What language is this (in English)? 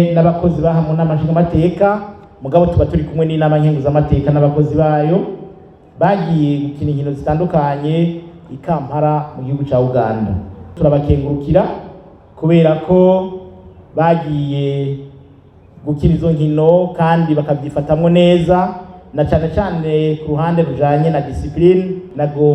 Rundi